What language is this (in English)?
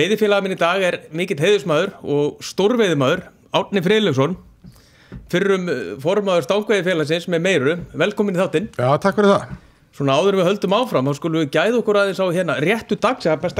Icelandic